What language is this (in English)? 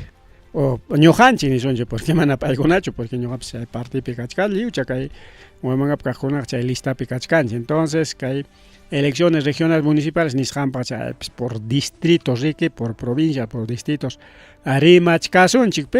Ayacucho Quechua